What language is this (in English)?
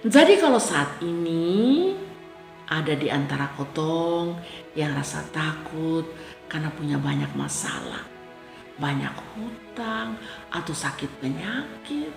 Kupang Malay